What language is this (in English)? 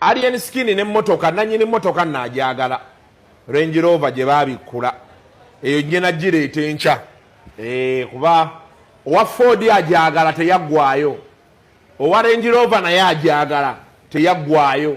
Ganda